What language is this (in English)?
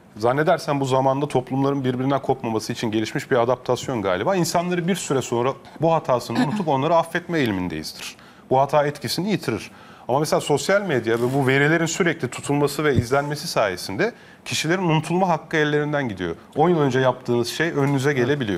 Turkish